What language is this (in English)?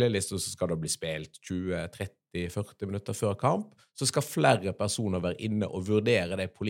Norwegian